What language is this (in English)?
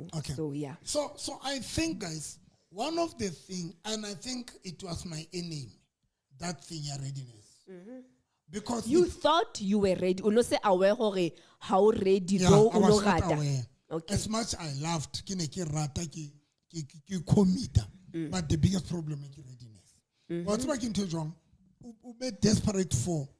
Southern Sotho